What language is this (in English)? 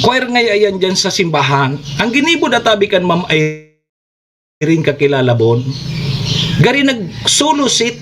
Bikol